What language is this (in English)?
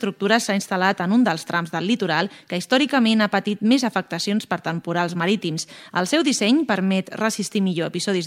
Catalan